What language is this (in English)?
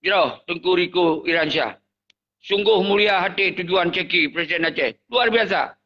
Achinese